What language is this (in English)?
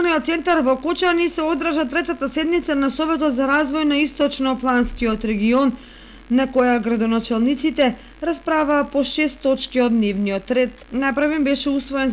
Macedonian